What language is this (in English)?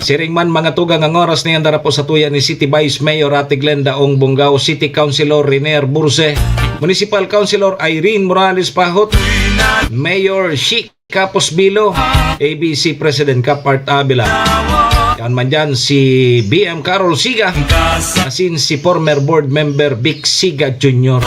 Bikol